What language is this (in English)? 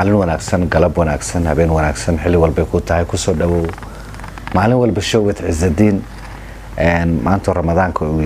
Somali